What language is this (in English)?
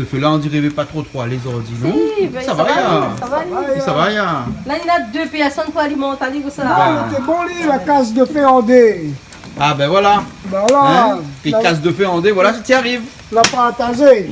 Réunion Creole French